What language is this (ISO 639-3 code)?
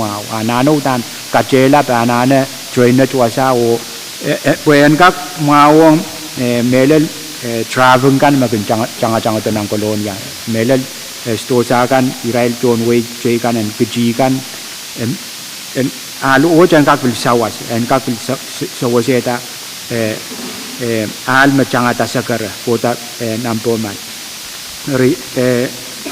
pon